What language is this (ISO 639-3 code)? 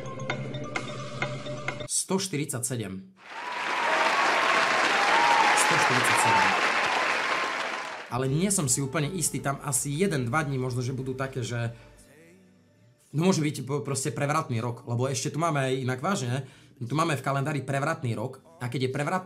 slk